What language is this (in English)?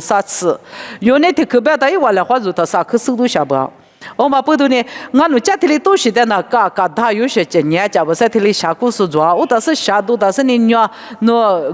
Lisu